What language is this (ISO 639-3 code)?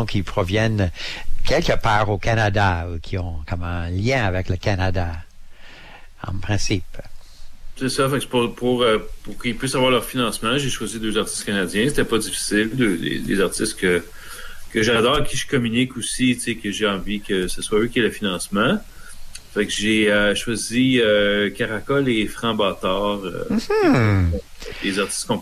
fra